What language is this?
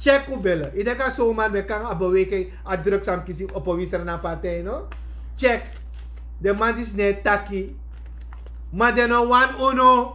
Sranan Tongo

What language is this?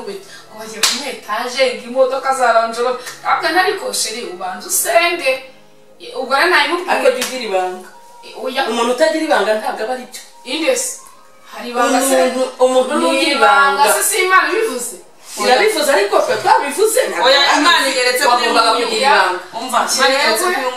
Kinyarwanda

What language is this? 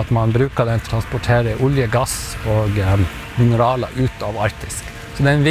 Norwegian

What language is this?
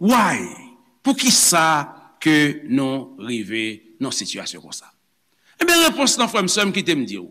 Haitian Creole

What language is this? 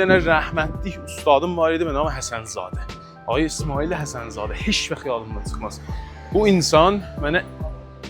South Azerbaijani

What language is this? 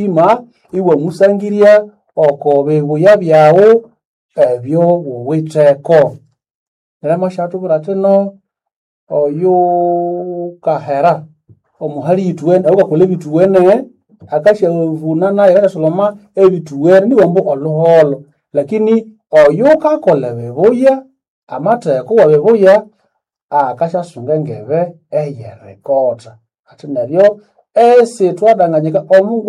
Nande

